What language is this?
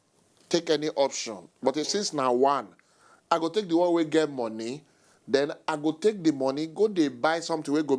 Nigerian Pidgin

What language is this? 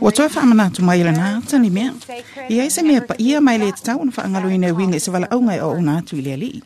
Samoan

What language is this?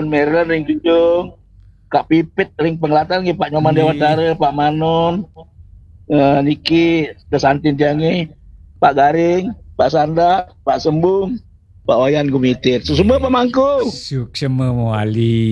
Balinese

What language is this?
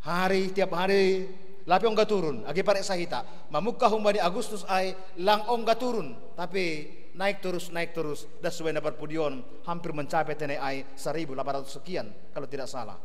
Batak Simalungun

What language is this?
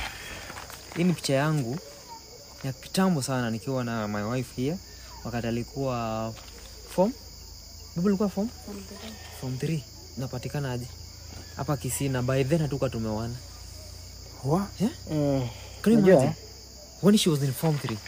Swahili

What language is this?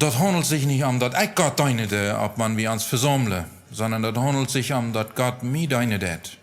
Plautdietsch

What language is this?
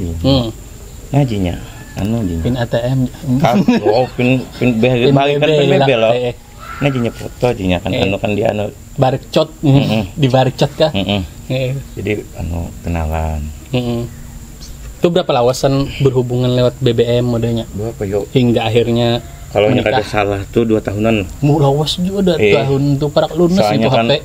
Banjar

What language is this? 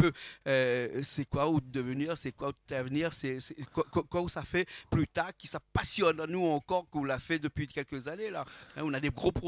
Réunion Creole French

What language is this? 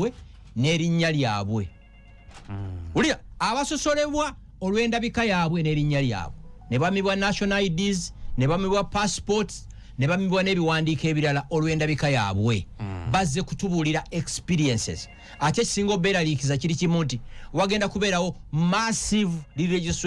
Ganda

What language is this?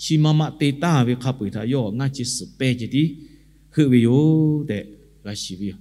Lahu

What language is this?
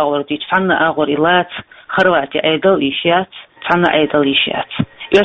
Chechen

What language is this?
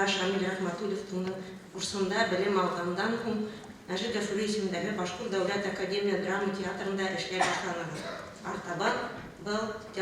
Bashkir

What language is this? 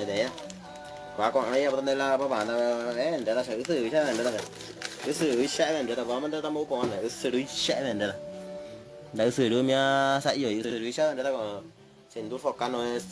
Guarani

